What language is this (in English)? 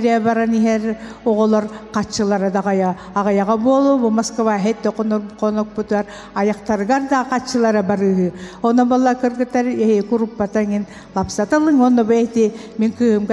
Yakut